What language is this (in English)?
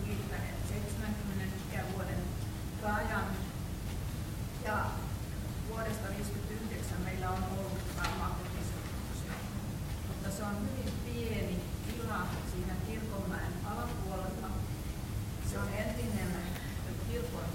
Finnish